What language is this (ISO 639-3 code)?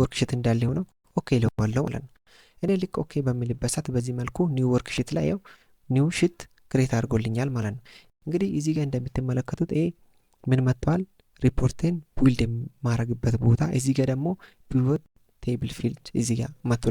amh